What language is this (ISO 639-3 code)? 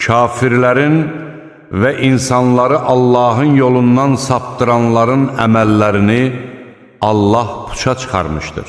aze